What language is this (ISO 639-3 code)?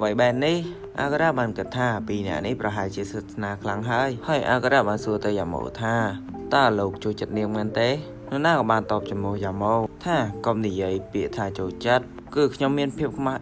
khm